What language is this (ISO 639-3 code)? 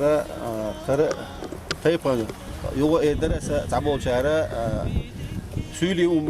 che